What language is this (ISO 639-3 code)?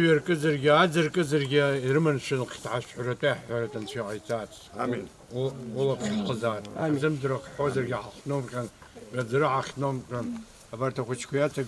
abk